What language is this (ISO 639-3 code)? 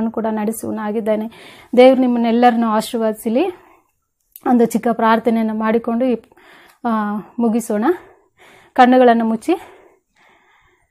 kan